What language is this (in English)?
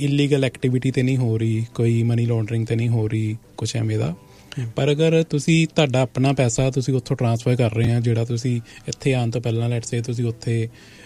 Punjabi